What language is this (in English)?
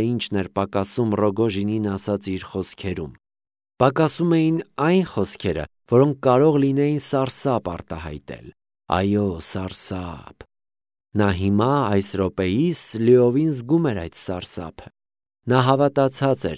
Armenian